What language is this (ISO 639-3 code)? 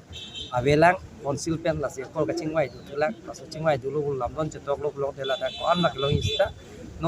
mjw